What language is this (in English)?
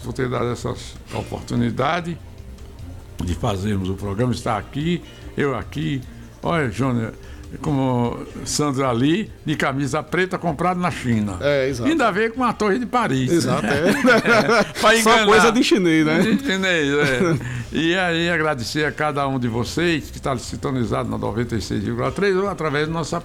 Portuguese